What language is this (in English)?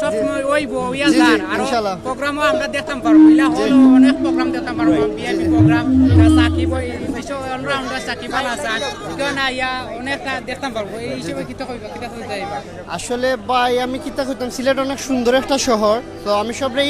Sylheti